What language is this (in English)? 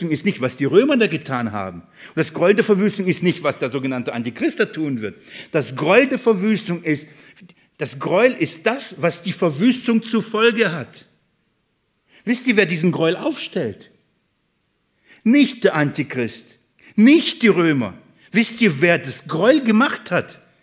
German